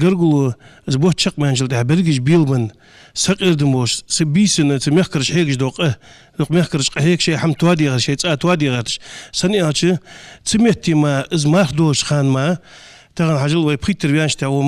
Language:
Ingush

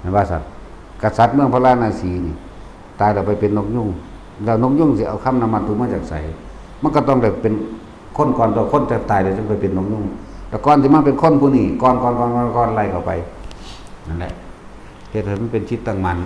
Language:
Lao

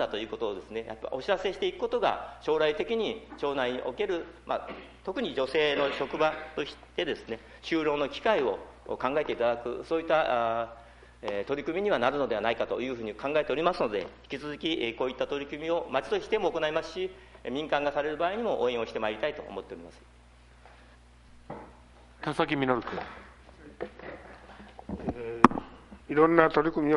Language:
Japanese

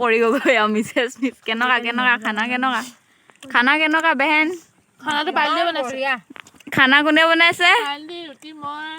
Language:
Assamese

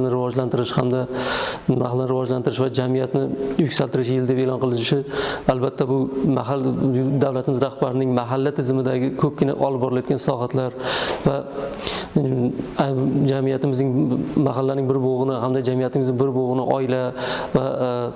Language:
Uzbek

